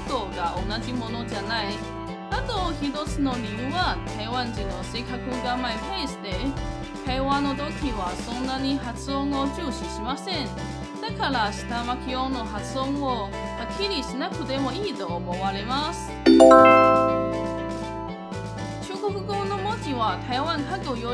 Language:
Japanese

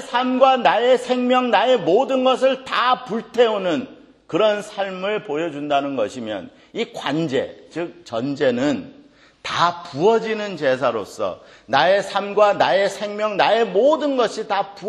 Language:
Korean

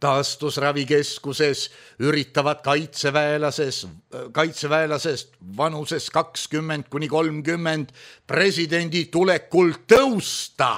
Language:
Estonian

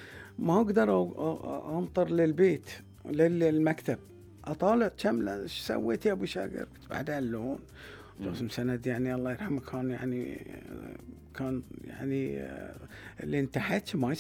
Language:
Gulf Arabic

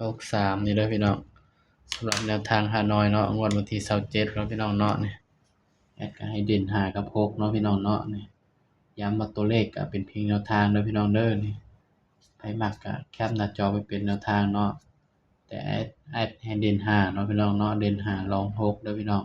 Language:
Northeastern Thai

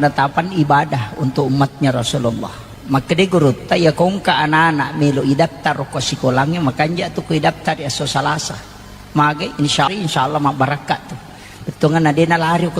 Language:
Buginese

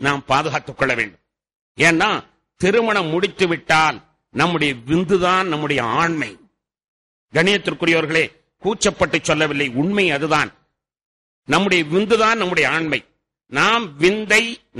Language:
Tamil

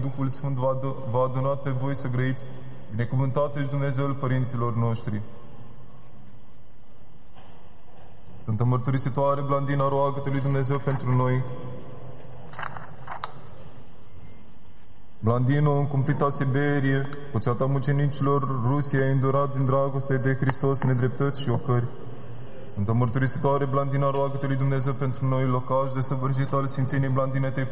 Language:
Romanian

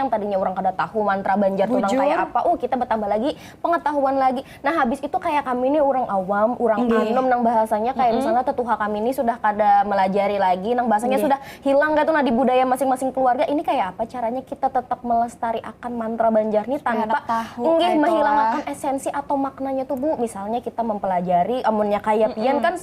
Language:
Banjar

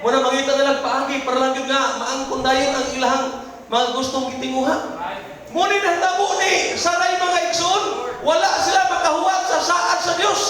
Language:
Cebuano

